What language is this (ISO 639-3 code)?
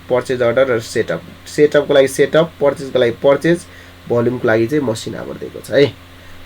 nep